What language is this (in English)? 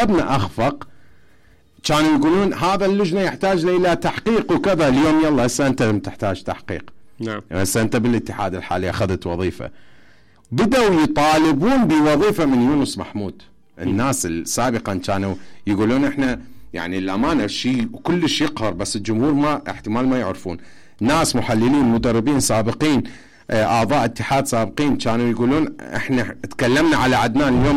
Mesopotamian Arabic